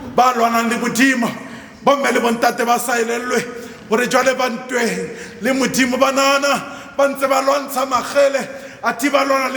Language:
Southern Sotho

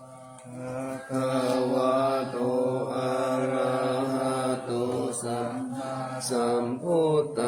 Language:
Pali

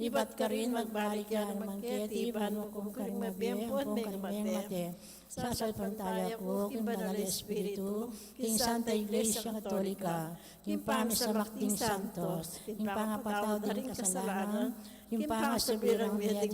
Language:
Pampanga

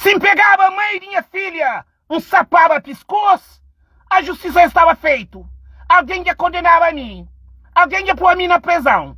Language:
Kabuverdianu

